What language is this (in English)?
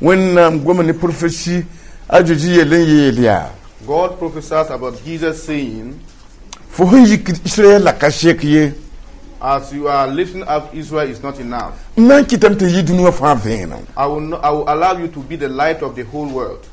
Mossi